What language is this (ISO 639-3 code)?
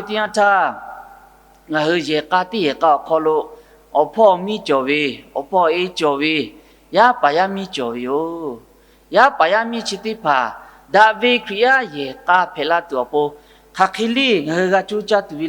lhu